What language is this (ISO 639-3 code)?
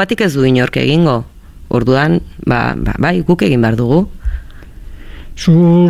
eus